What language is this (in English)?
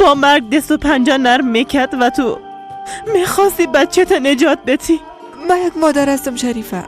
Persian